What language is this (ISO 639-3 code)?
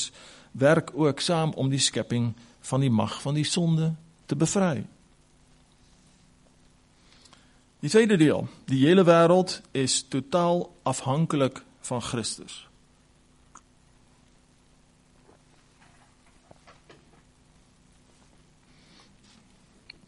afr